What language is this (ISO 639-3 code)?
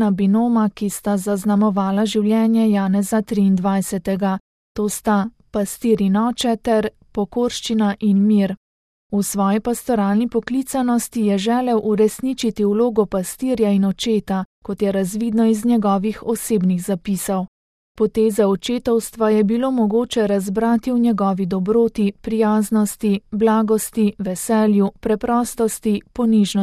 slv